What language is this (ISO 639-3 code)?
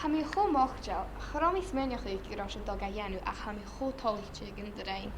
gla